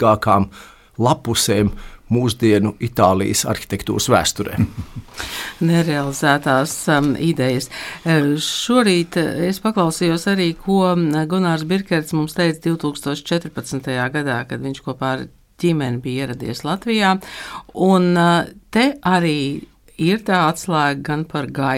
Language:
Latvian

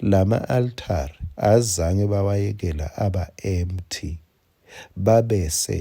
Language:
Swati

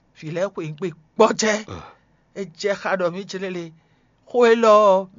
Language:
Fon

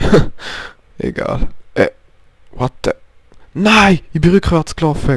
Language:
Swiss German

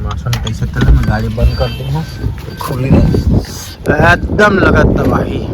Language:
Chhattisgarhi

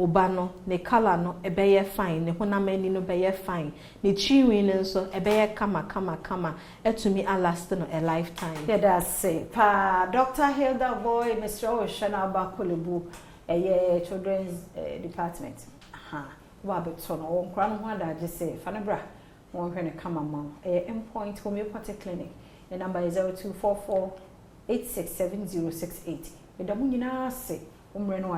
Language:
Akan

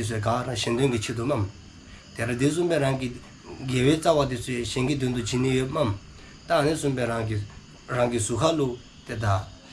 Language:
Dzongkha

